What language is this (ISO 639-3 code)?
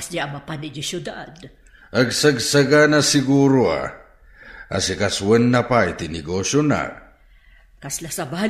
ilo